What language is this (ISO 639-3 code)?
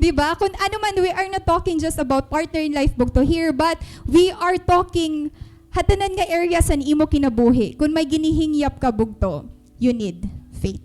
war